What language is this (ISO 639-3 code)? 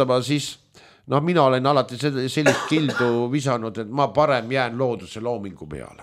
est